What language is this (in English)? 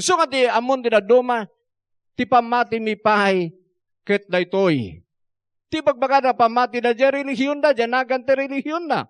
Iloko